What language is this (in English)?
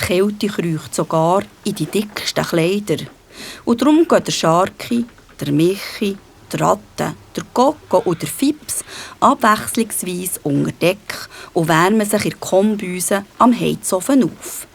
Swiss German